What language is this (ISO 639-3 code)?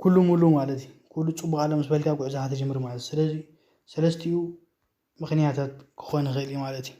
tir